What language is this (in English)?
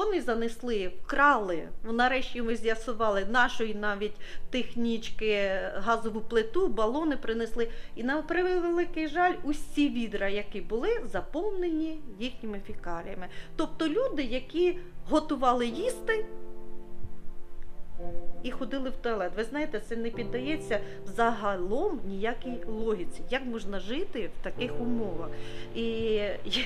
Ukrainian